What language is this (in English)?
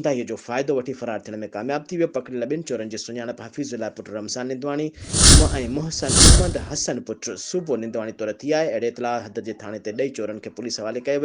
Sindhi